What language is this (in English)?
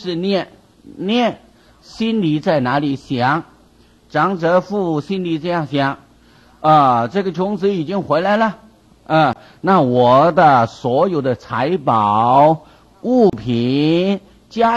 Chinese